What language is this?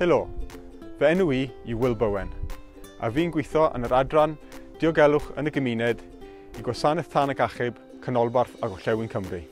Welsh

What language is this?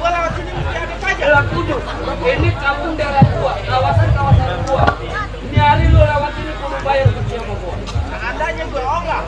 Betawi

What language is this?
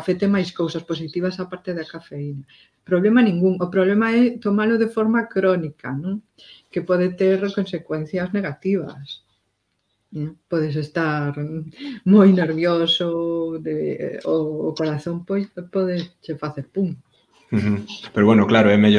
Galician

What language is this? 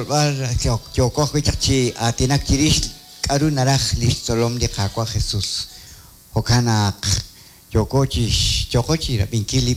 Kekchí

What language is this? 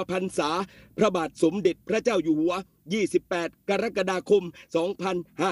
Thai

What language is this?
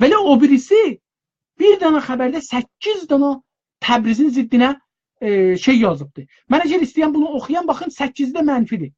South Azerbaijani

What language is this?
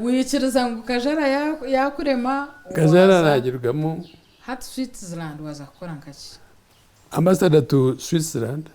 Nyankole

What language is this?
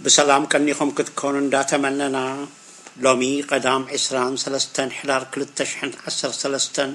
Tigrinya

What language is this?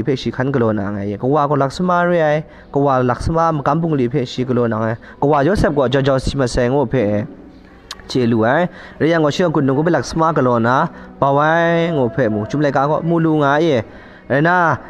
Kachin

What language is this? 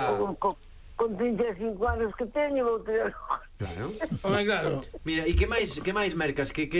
Galician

